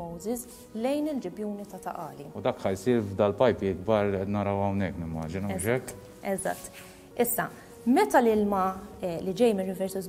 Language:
Maltese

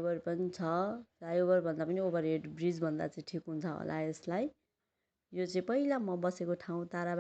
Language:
Nepali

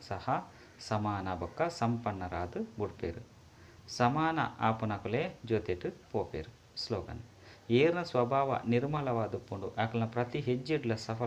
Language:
Tulu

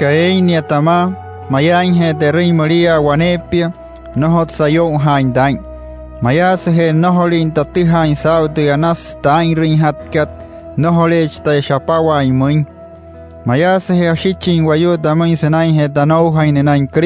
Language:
Wayuu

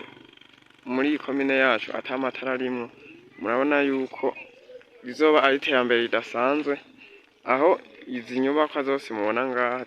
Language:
Rundi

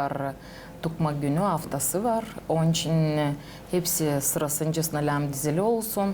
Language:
Gagauz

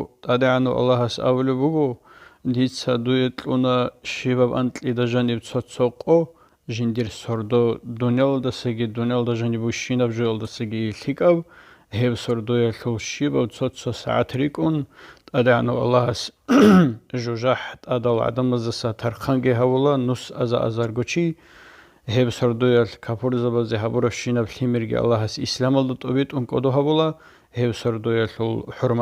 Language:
Avaric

